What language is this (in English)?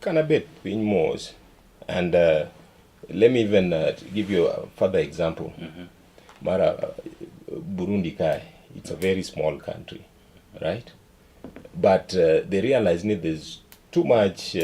Luo (Kenya and Tanzania)